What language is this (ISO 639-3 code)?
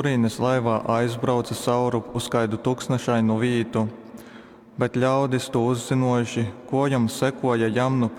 ltg